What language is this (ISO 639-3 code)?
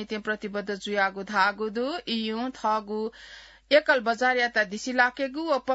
new